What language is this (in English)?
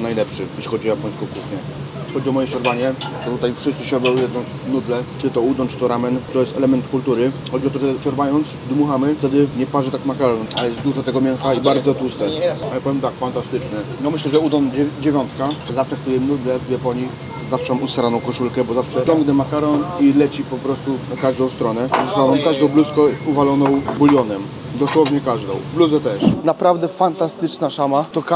Polish